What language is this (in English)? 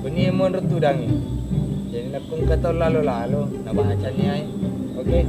Buginese